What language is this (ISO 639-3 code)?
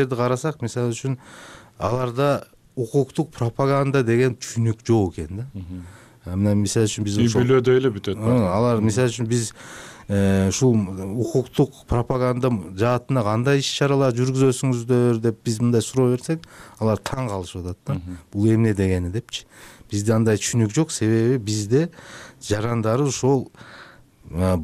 kir